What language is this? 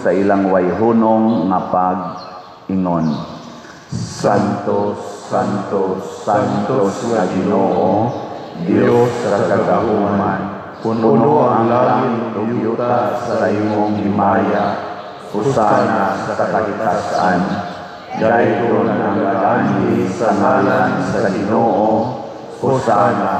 Cebuano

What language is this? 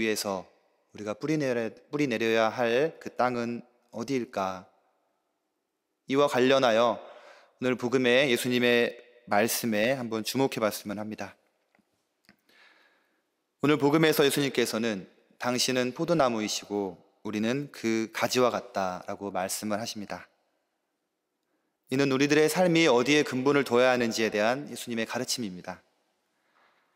Korean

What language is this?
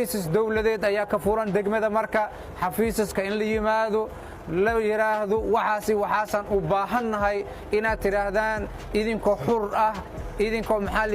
Somali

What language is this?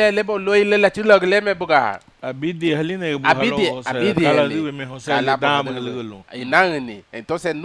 Garifuna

